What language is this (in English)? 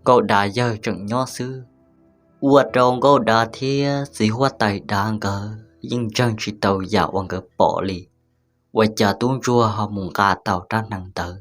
Hmong